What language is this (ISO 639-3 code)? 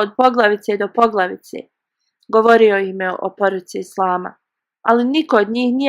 bos